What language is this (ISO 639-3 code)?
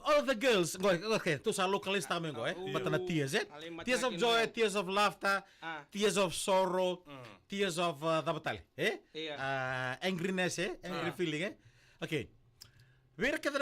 fij